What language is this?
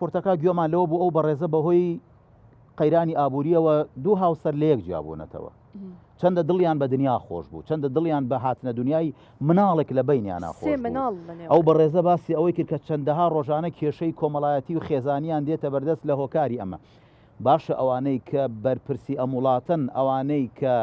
Central Kurdish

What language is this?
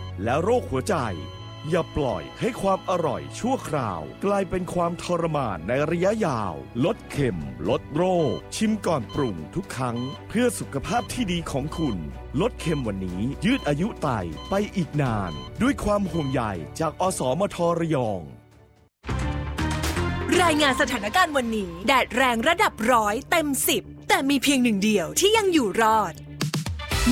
Thai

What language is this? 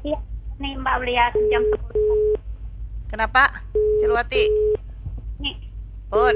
Banjar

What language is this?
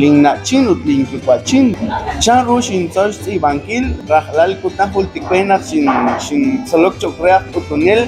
Kekchí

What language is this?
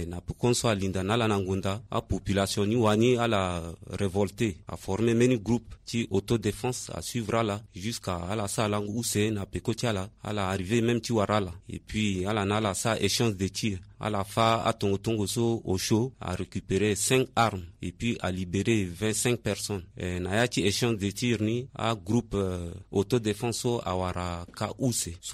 Sango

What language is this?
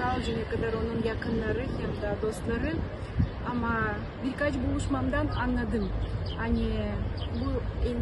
Gagauz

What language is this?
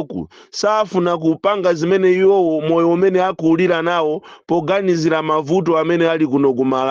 Nyanja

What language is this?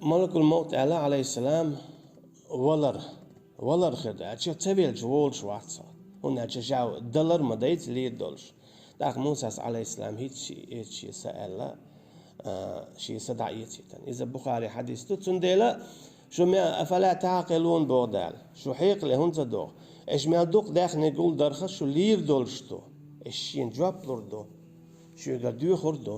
Chechen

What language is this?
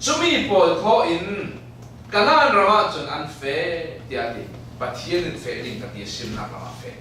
Falam Chin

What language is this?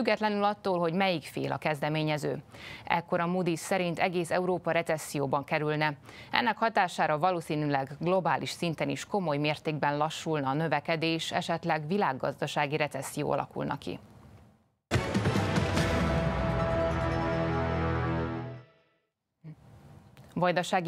Hungarian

